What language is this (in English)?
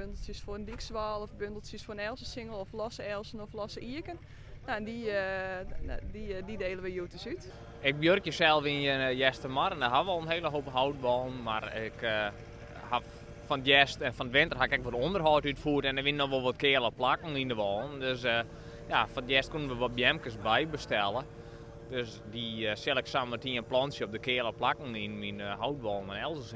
Western Frisian